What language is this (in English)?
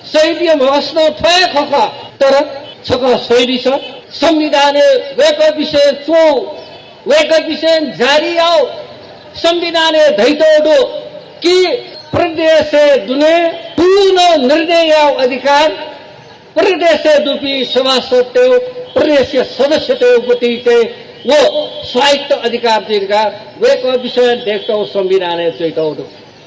Newari